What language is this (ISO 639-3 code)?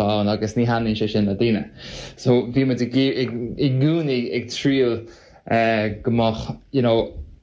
gle